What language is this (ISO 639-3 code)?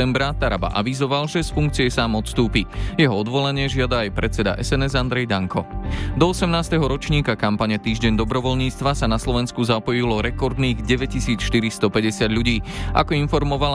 slk